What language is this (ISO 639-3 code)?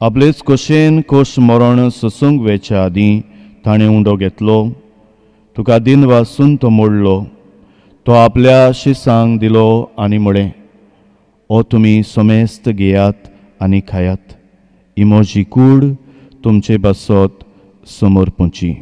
kok